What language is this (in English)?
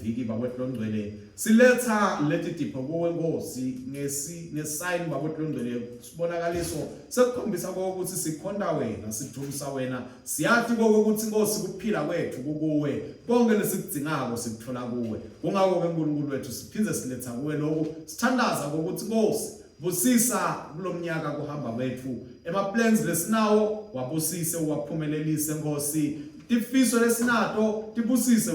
Swati